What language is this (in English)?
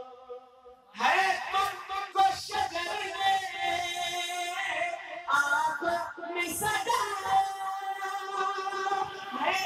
Urdu